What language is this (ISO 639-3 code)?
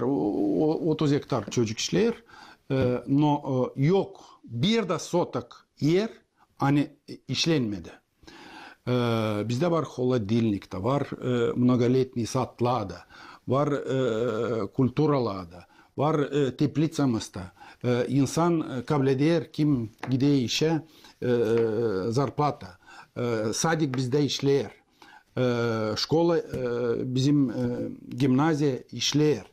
gag